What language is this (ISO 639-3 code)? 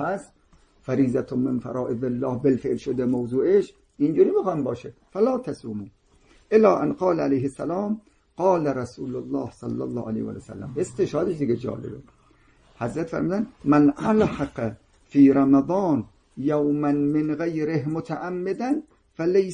fas